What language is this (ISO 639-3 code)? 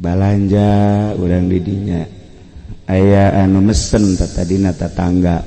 sun